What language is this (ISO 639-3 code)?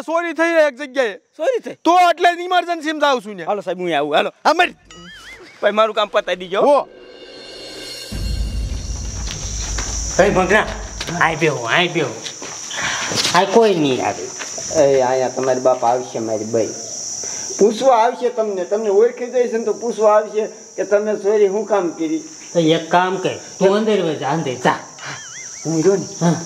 guj